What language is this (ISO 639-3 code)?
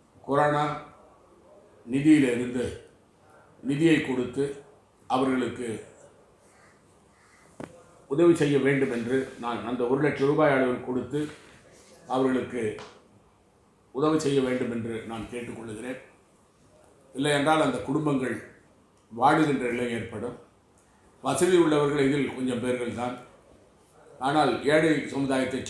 tam